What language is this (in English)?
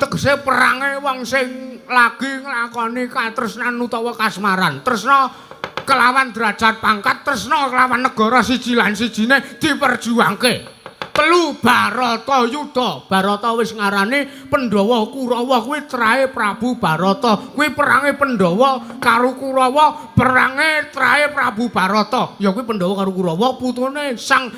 Javanese